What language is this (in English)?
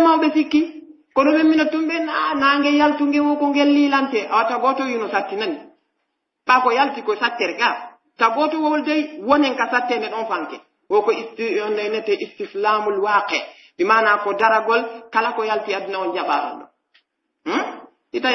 Pular